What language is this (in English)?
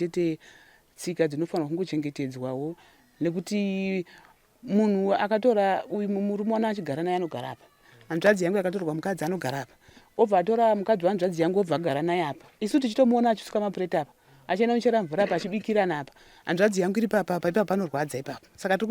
Shona